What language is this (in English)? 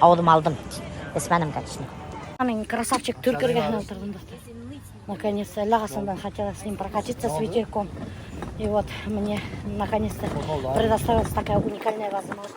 Bashkir